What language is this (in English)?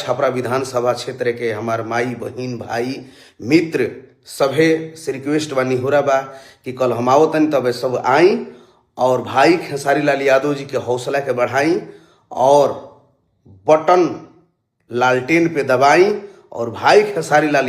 Bhojpuri